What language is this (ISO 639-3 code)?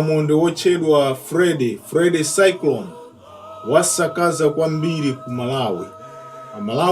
nya